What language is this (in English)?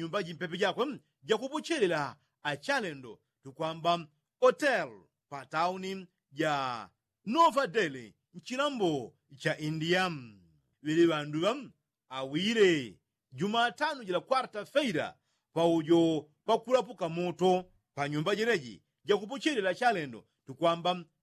Yao